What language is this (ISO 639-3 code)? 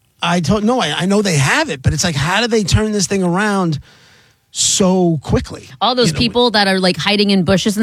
eng